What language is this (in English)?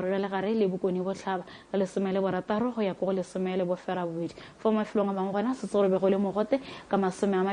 Tswana